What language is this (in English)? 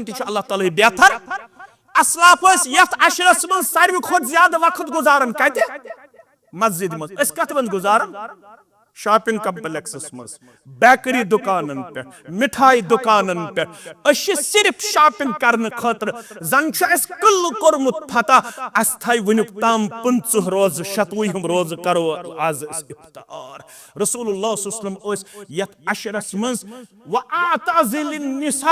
Kashmiri